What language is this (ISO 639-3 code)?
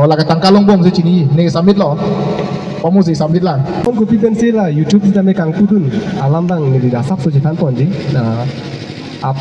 mjw